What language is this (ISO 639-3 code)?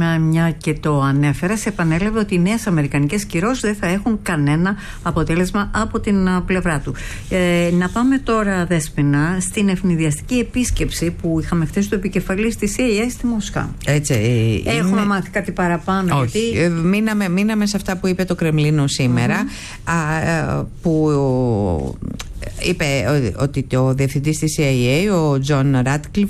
ell